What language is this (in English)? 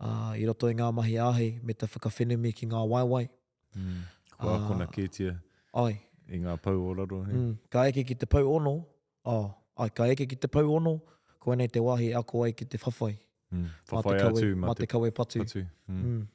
Māori